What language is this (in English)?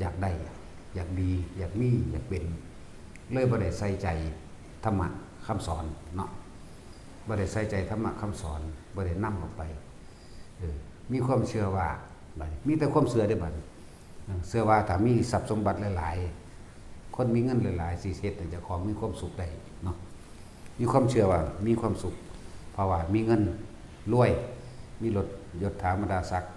Northeastern Thai